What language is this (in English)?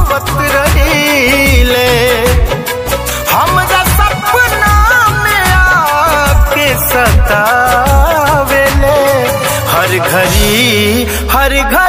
Bhojpuri